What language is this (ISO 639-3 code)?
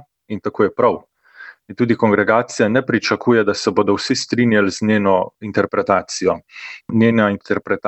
slv